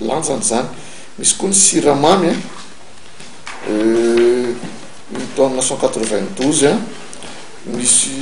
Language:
Malagasy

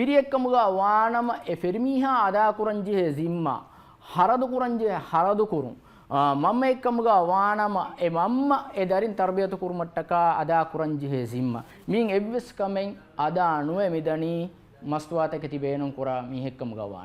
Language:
Divehi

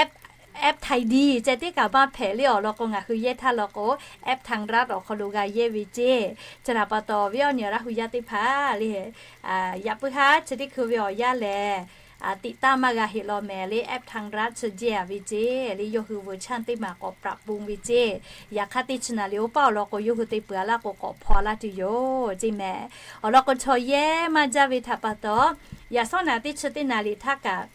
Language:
Lahu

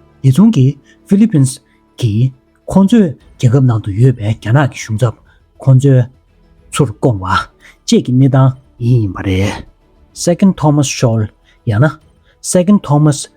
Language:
Tibetan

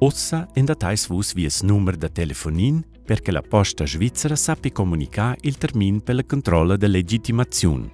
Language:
Romansh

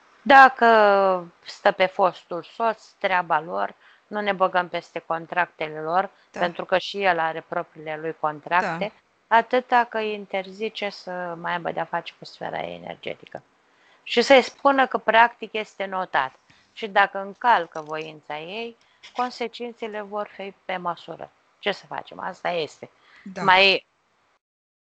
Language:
Romanian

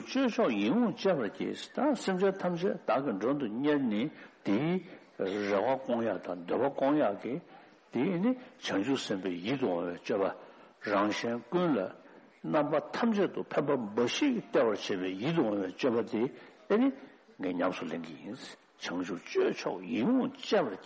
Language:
Tibetan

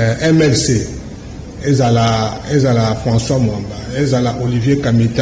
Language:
Lingala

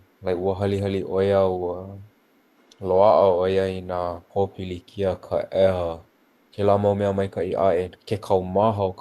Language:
Hawaiian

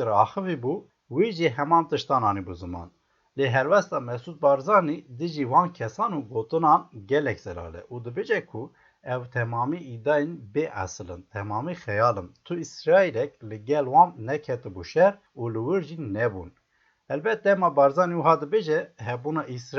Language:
Kurdish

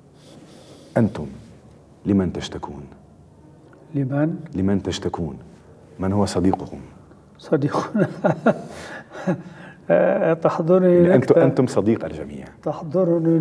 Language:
Arabic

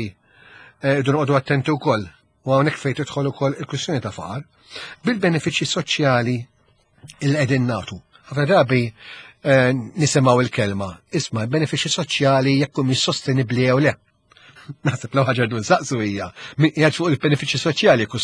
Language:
Maltese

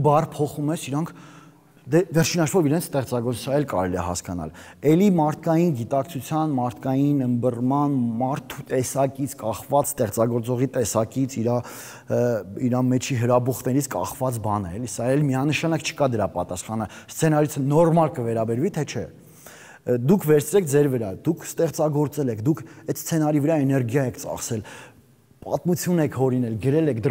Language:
Armenian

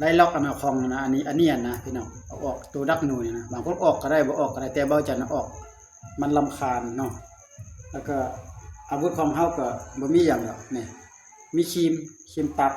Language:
Lao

